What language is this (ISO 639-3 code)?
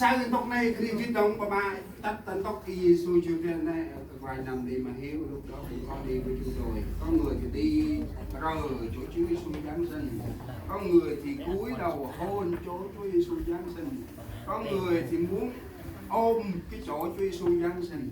cmo